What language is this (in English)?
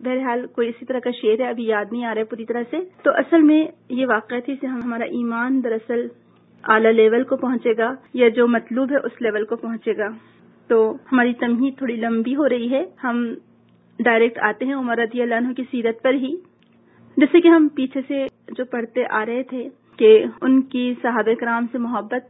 Urdu